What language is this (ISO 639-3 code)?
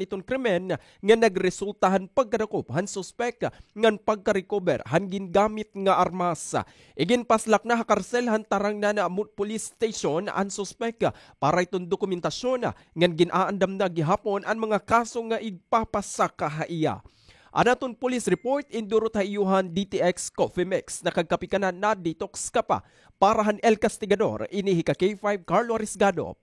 war